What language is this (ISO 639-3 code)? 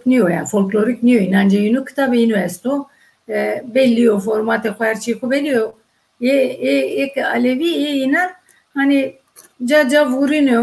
zza